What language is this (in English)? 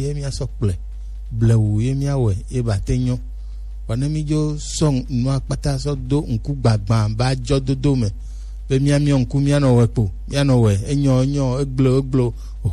Gen